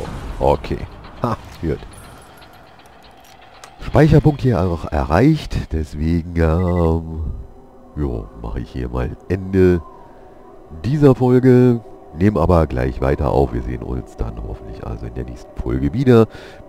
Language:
German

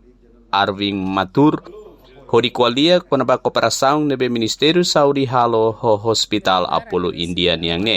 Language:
Tetum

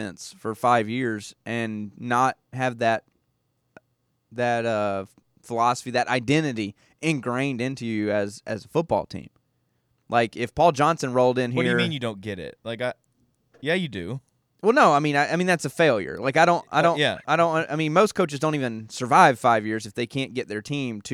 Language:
English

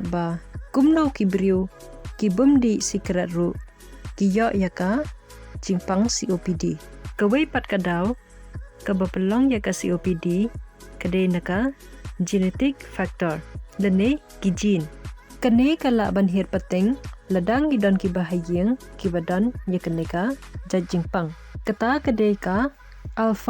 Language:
Khasi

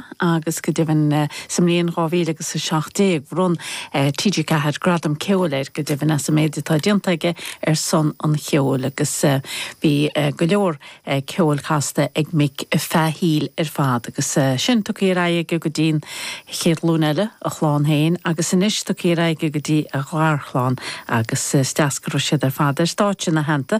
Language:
Irish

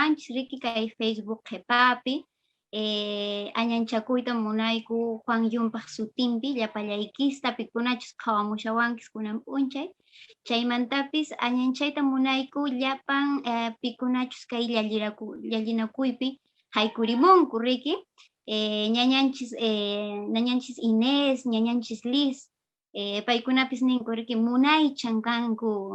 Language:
Quechua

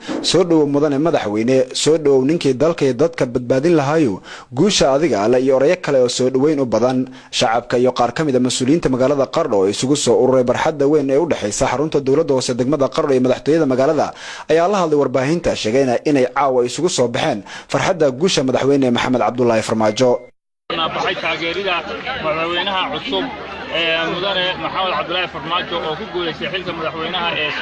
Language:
Somali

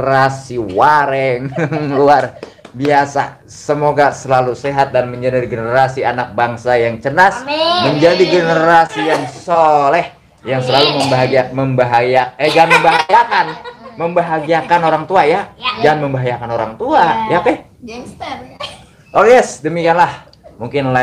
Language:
Betawi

